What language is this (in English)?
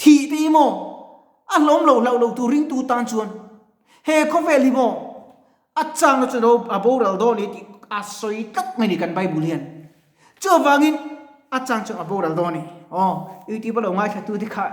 Mizo